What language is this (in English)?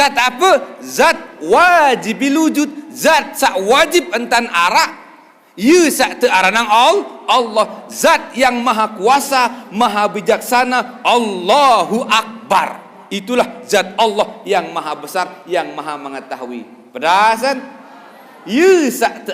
Sasak